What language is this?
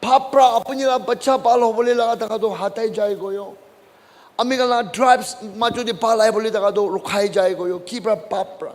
Naga Pidgin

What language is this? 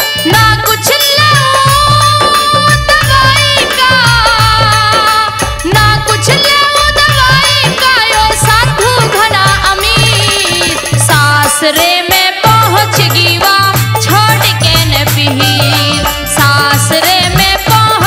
Haryanvi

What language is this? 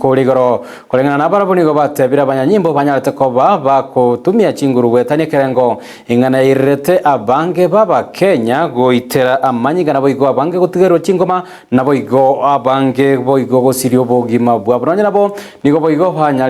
Gusii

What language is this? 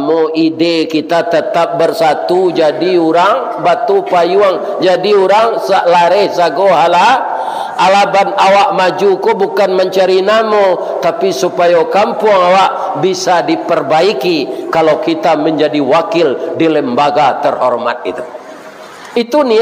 Minangkabau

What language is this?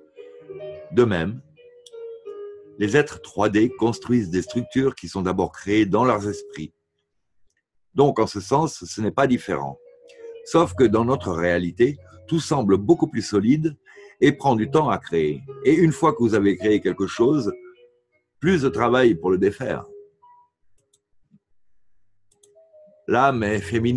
French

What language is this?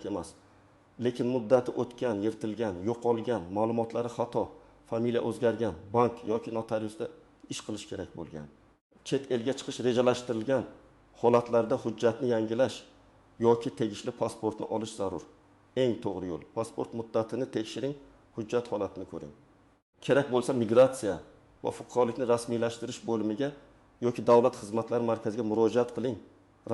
Uzbek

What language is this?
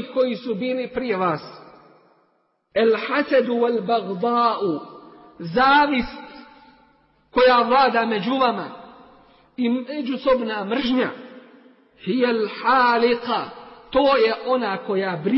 Bosnian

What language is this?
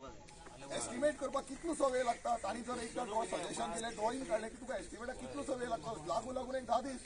Konkani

